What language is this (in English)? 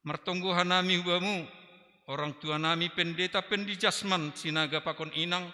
Batak Simalungun